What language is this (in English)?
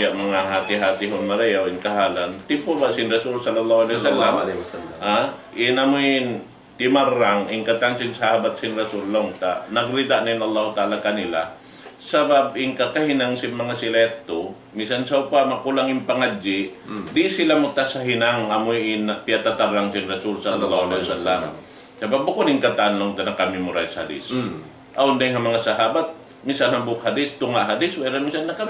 Tausug